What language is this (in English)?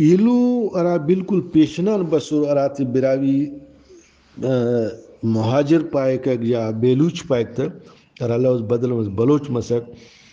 Brahui